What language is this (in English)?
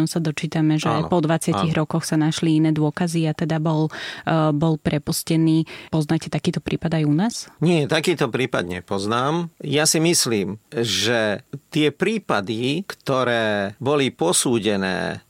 Slovak